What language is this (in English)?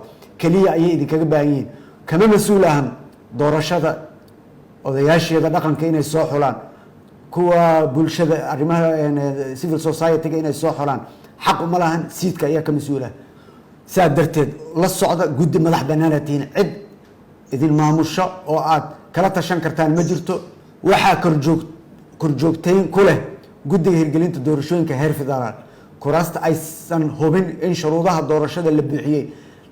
Somali